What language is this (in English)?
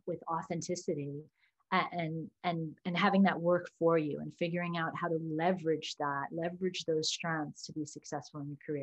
English